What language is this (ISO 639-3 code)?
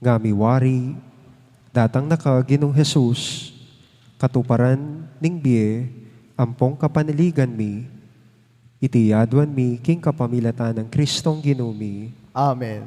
pam